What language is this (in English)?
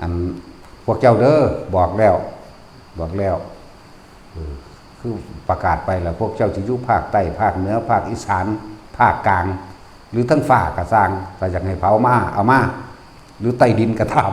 Northeastern Thai